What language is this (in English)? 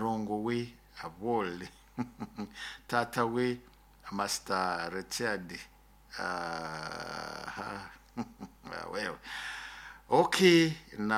Nyoro